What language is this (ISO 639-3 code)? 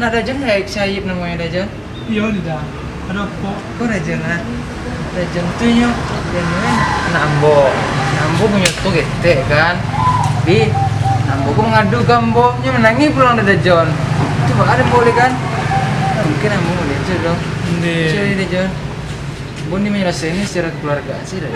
min